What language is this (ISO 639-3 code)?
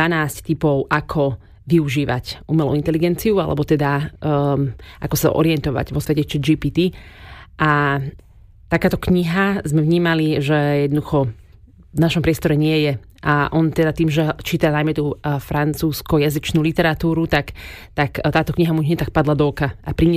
slk